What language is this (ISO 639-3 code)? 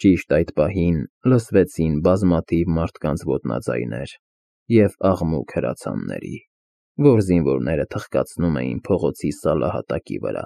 hye